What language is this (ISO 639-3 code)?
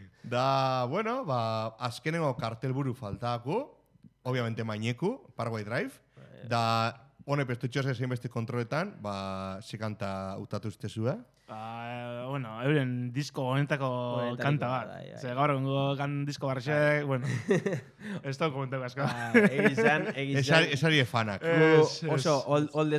eus